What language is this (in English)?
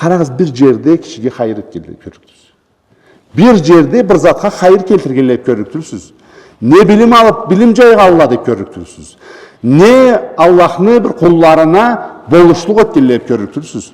Karachay-Balkar